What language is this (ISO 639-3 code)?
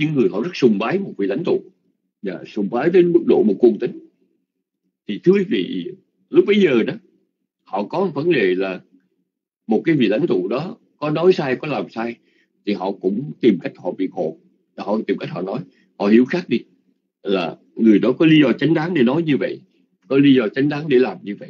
vie